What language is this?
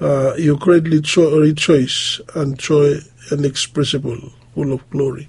Bislama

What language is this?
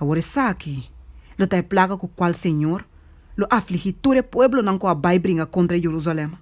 Papiamento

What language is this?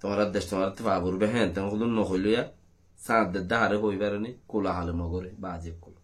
Rohingya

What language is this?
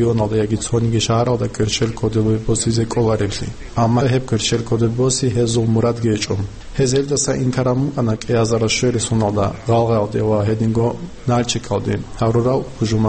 Avaric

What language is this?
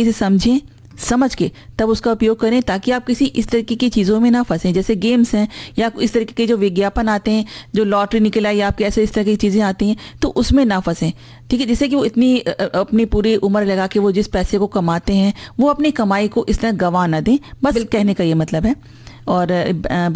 Hindi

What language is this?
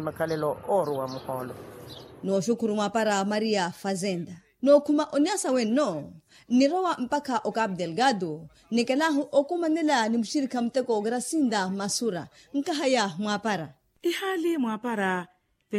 Makhuwa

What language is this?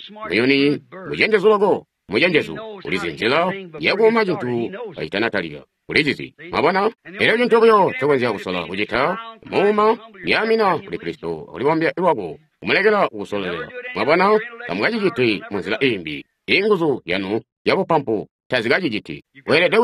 Tonga (Zambia)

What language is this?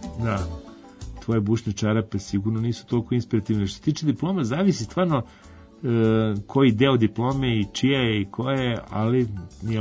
Serbian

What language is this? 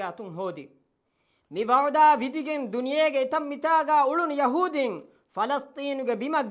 Divehi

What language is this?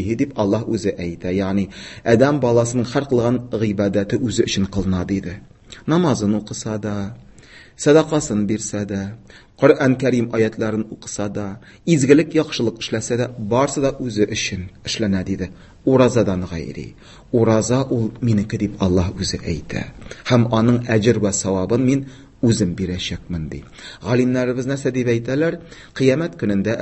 Tatar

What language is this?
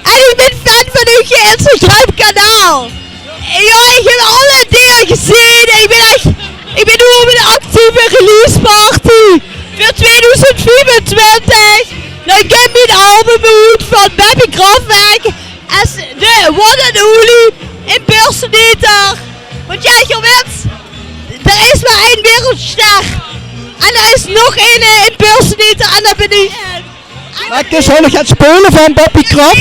Limburgish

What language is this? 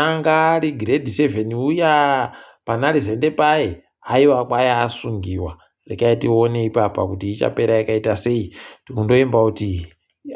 Ndau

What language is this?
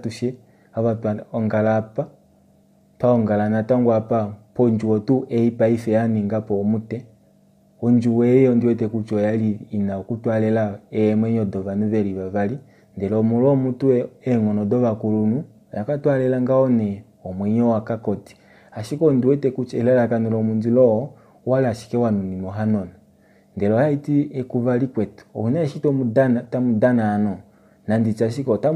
Kuanyama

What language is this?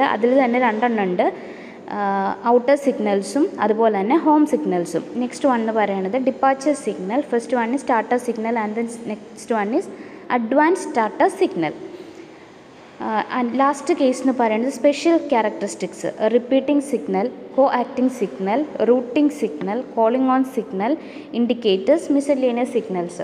Malayalam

